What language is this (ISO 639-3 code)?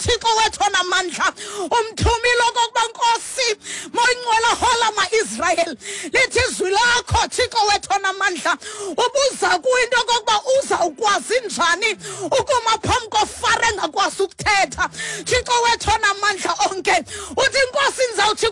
xho